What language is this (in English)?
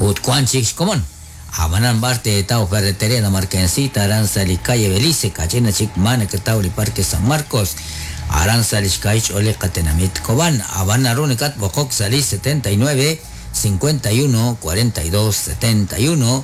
Kekchí